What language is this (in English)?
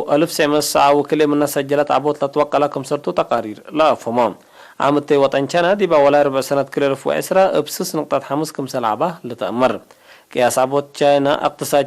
Tigre